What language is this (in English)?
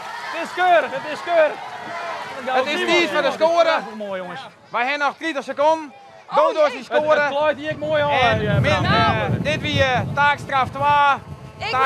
Western Frisian